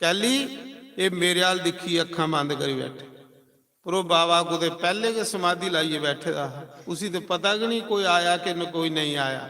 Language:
Dogri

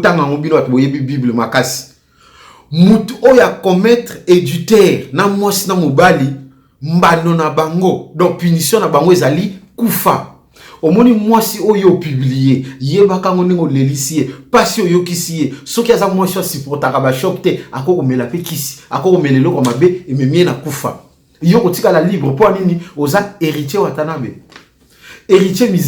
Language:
Lingala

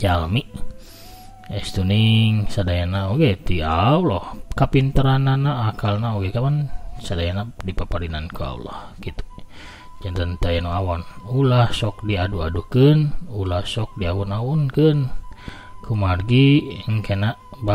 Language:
Sundanese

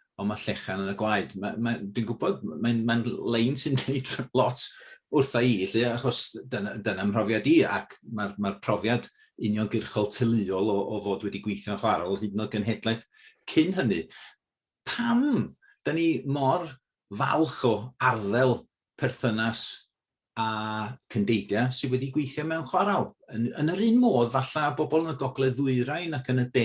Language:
Welsh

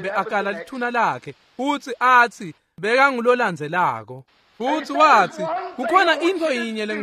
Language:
Swati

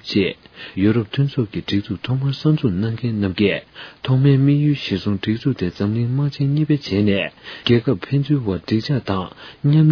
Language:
Tibetan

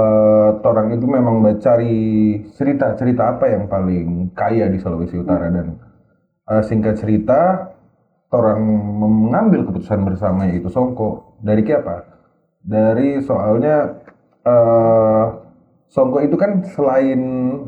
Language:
Manado Malay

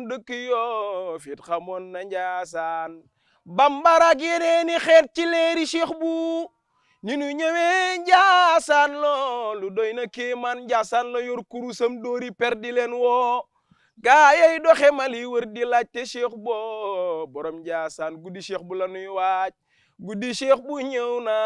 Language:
Wolof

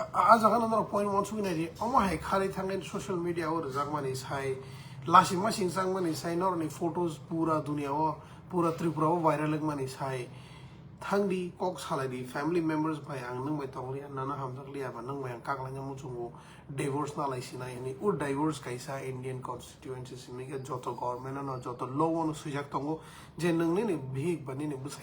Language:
Kok Borok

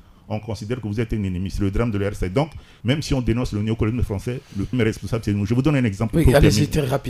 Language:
French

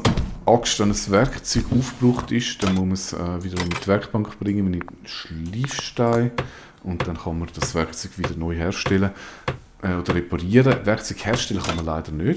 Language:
Swiss German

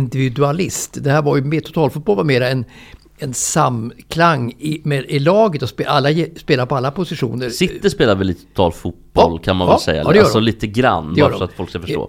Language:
Swedish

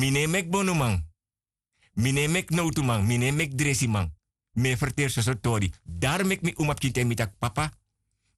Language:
Sranan Tongo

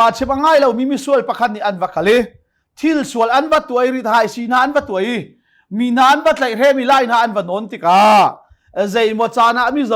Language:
Hakha Chin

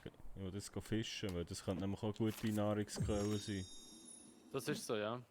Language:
Swiss German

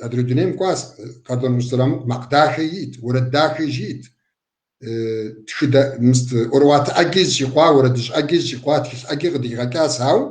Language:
Kabardian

